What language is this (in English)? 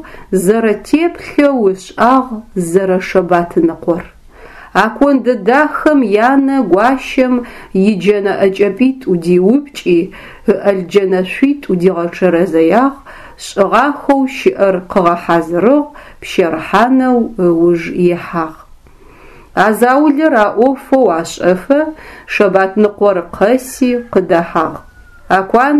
Adyghe